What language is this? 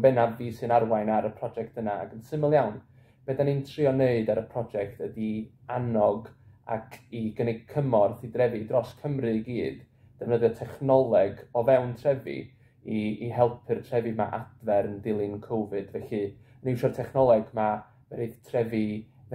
Welsh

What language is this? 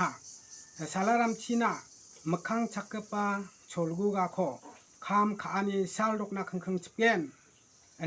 Garo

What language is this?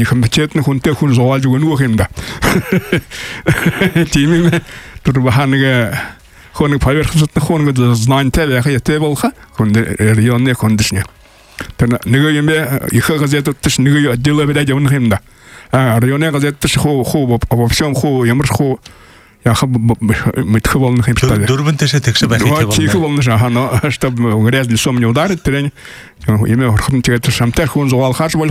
Buriat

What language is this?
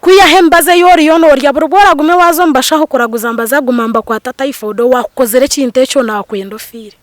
Nyankole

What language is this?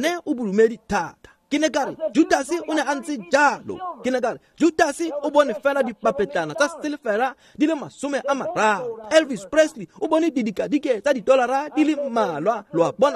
Tswana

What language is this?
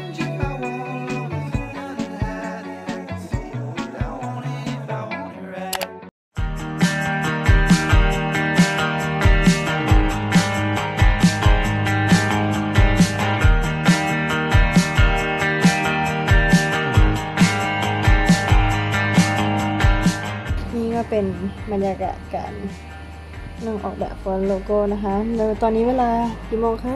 Thai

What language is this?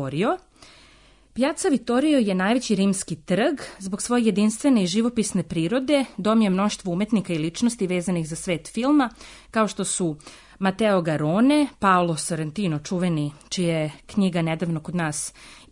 Serbian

